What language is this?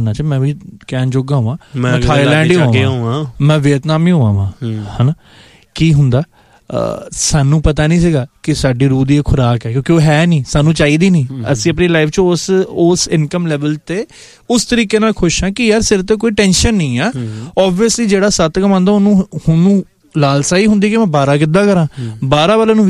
Punjabi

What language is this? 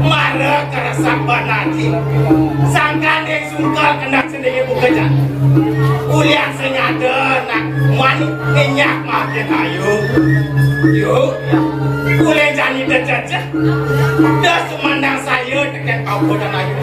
Balinese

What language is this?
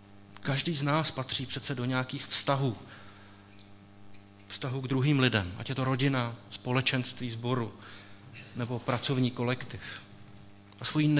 Czech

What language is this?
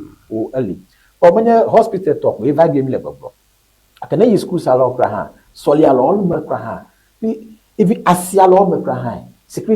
Ewe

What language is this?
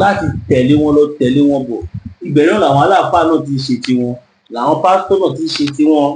Yoruba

